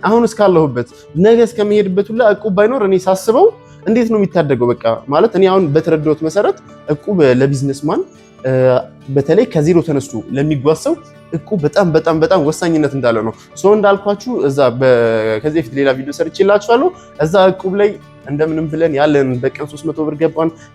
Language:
Amharic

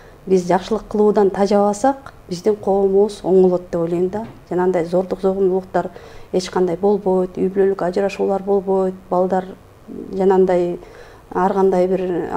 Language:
Kyrgyz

